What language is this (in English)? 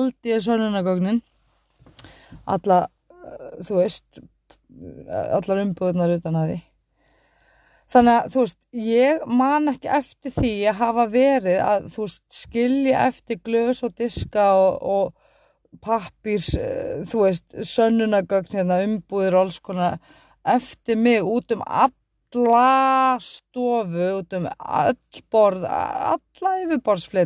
Icelandic